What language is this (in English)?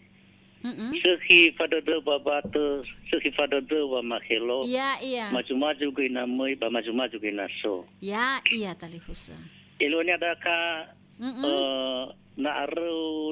Nias